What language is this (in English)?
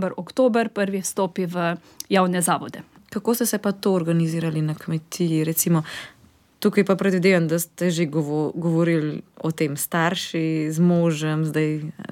Slovenian